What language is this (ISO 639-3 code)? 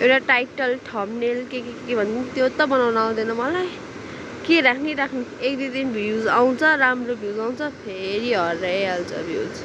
nep